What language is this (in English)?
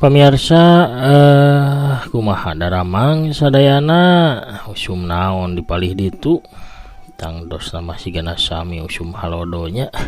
Sundanese